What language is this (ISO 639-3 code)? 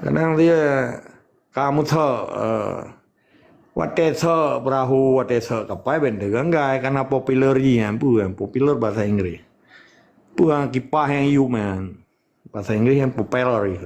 ace